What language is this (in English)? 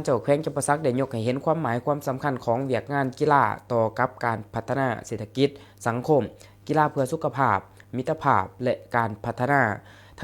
Lao